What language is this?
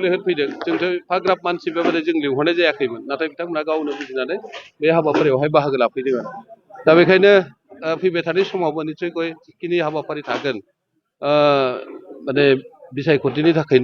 Bodo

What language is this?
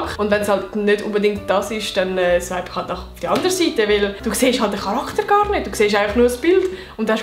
Swiss German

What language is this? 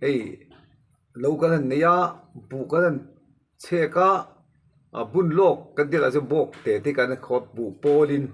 Mizo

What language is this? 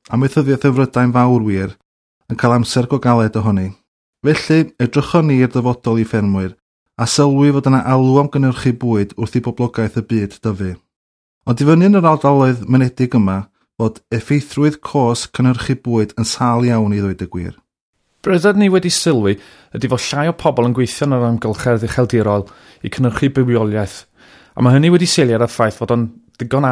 Welsh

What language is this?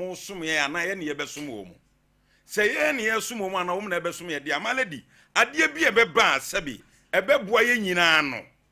Akan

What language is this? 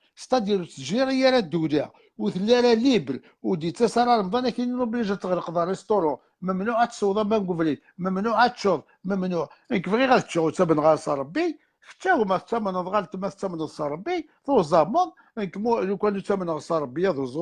Kabyle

